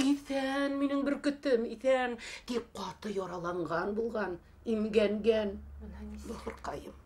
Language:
Bashkir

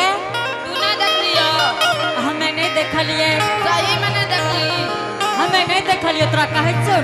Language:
Angika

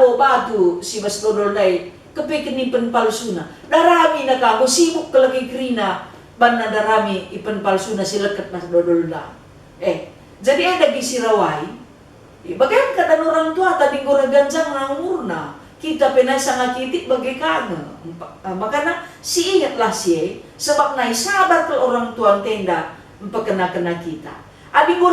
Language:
Batak Karo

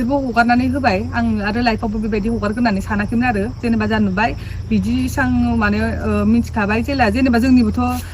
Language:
Bodo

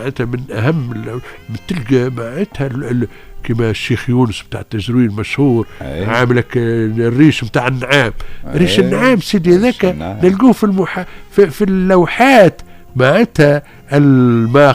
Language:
Tunisian Arabic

